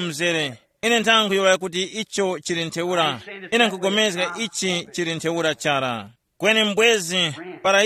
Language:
Tumbuka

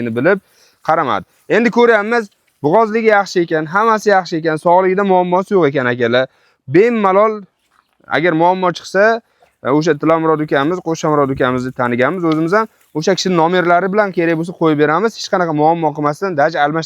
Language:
Uzbek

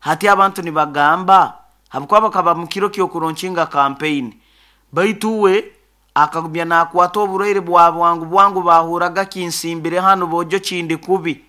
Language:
Nyoro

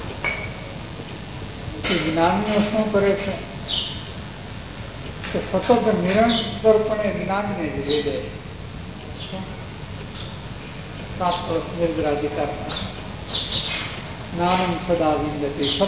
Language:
Gujarati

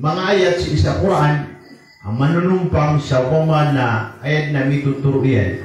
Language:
Maranao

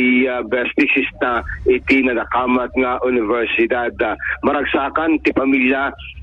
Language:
Iloko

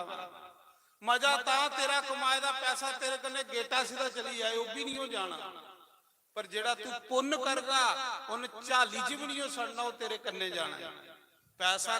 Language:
Dogri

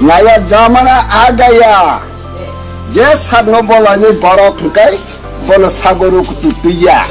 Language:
Kok Borok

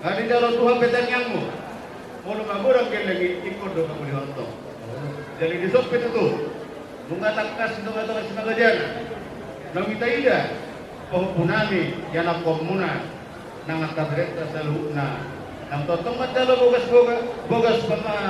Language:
Batak Toba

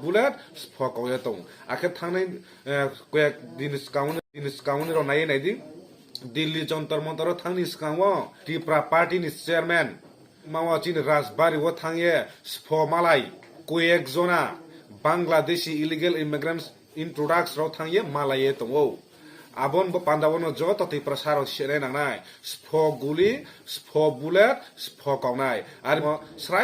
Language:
Riang (India)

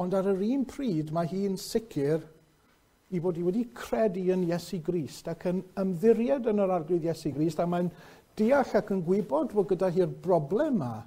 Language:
Welsh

